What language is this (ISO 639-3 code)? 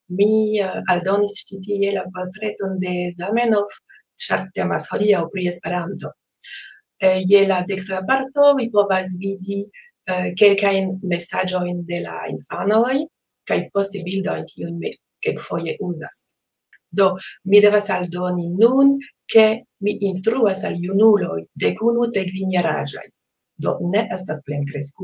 epo